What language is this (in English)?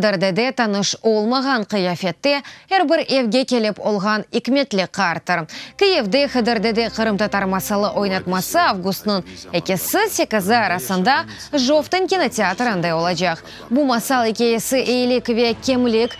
Crimean Tatar